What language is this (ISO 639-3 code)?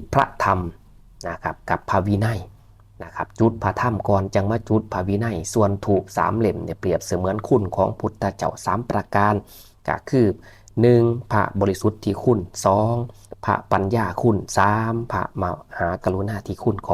tts